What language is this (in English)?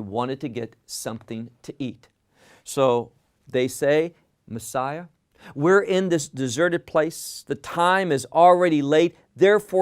English